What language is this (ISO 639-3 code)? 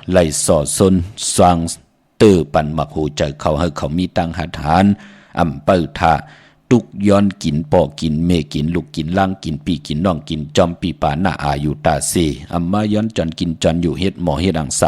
shn